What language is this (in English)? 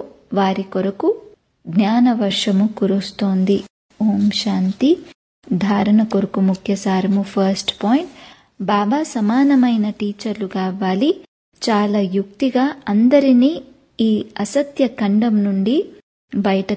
Telugu